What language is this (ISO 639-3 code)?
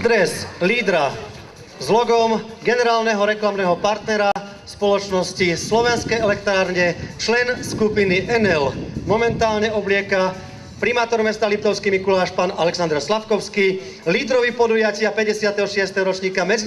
slk